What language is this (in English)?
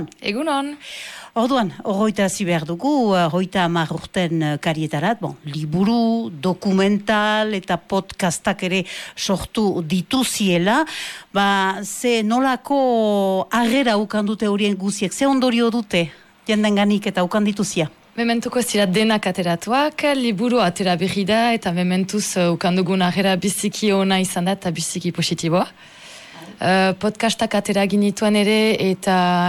Basque